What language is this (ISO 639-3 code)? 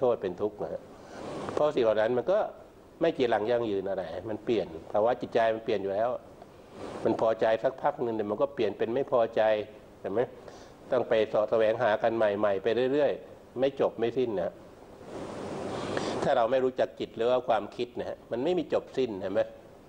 tha